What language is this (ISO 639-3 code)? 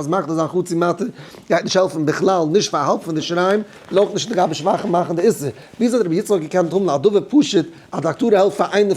yid